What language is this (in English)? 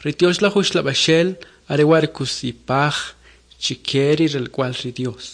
Kʼicheʼ